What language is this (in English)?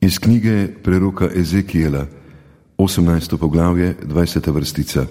Slovenian